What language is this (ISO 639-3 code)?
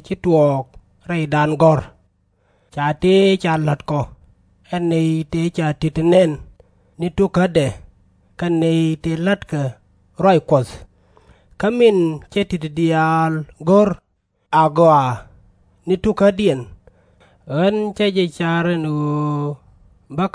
nus